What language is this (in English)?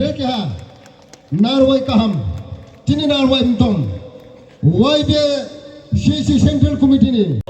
Riang (India)